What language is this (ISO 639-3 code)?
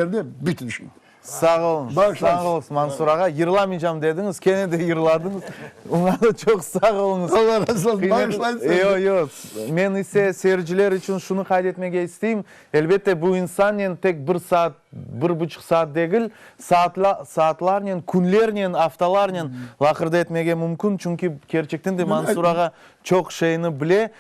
crh